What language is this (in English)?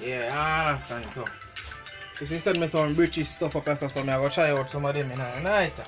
Jamaican Creole English